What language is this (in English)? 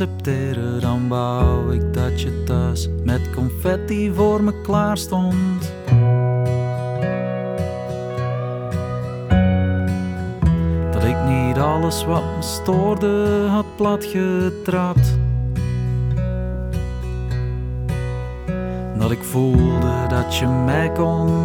Dutch